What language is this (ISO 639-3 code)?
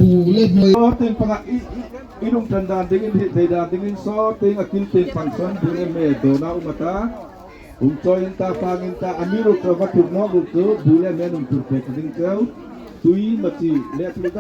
hmr